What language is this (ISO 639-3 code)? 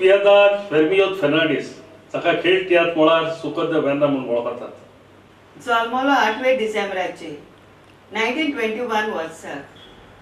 kok